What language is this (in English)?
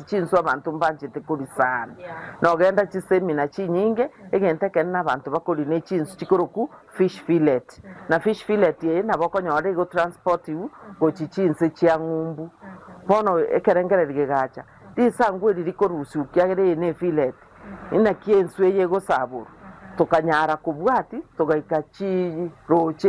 Gusii